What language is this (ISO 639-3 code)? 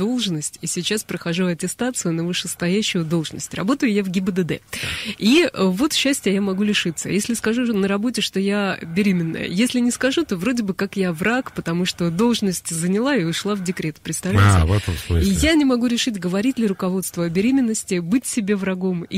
rus